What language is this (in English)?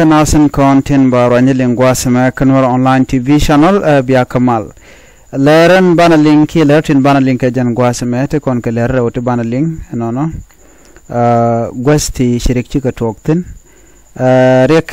Nuer